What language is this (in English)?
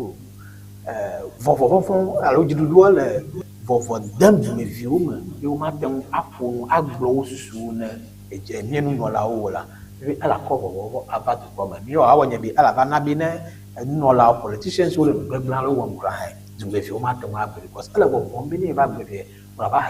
Ewe